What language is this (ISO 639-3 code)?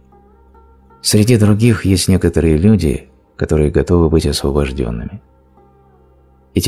rus